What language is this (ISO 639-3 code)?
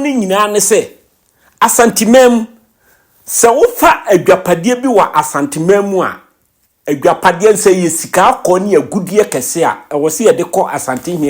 aka